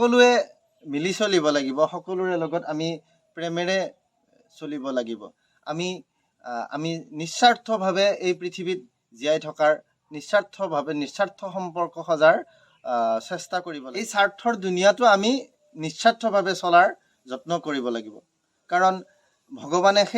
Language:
Assamese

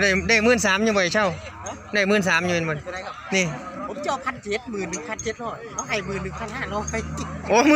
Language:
Northeastern Thai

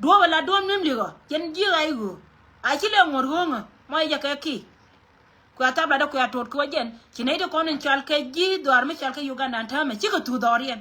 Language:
Nuer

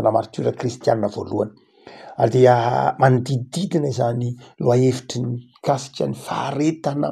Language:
Malagasy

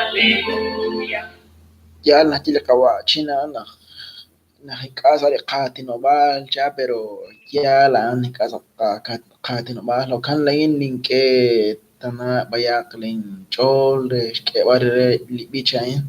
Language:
Kekchí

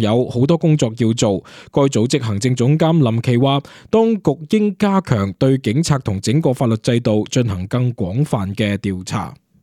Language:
Cantonese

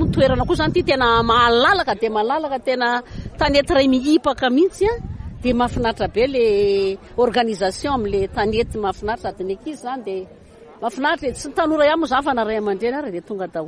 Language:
Malagasy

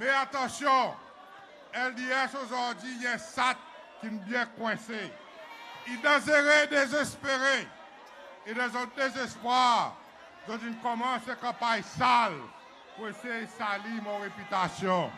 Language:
Seselwa Creole French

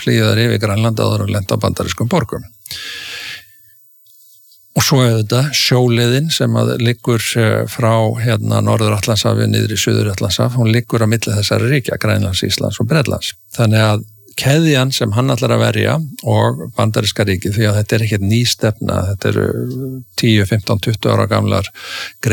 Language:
Icelandic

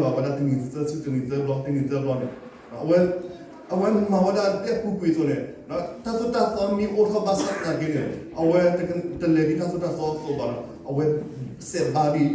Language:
S'gaw Karen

